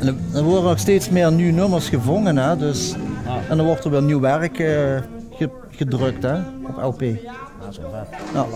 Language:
Limburgish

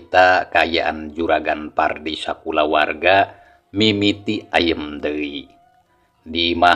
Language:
Sundanese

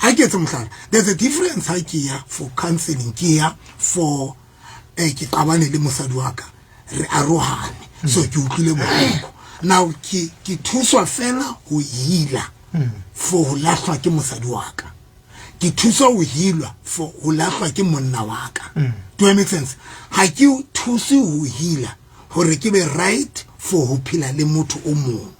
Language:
Southern Sotho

